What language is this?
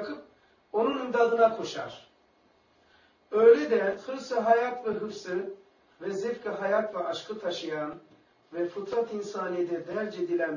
Turkish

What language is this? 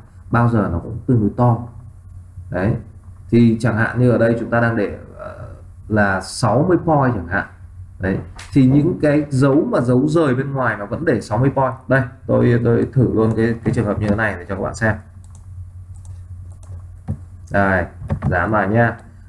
Vietnamese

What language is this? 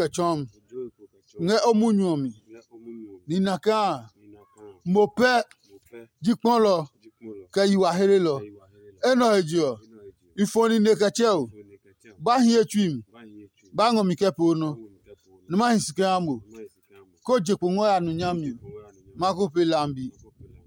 Adangme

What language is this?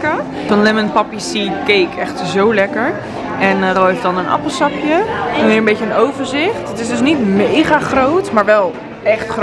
Dutch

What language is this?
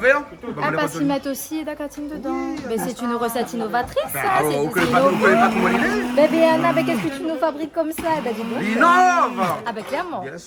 Réunion Creole French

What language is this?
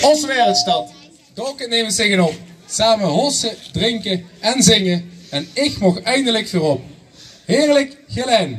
Limburgish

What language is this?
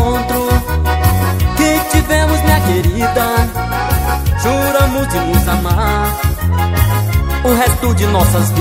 Portuguese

